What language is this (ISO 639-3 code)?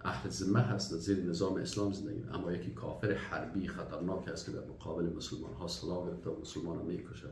fas